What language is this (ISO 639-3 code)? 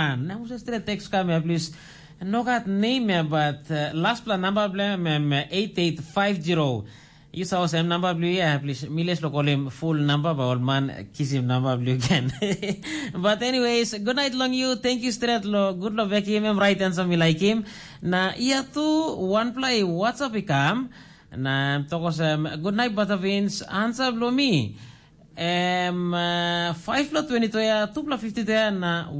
tpi